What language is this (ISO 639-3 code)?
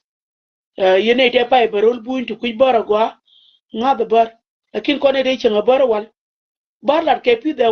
nus